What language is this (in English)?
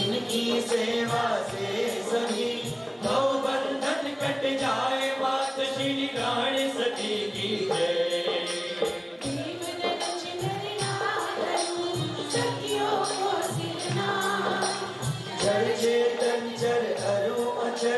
Hindi